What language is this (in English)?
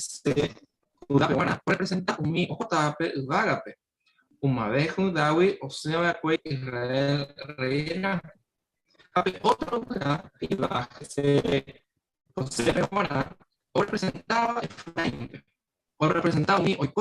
Guarani